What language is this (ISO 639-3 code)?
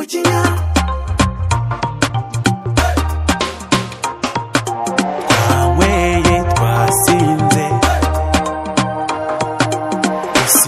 kin